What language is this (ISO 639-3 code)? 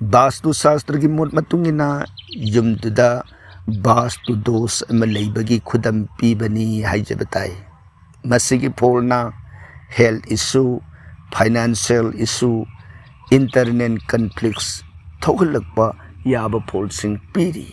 mni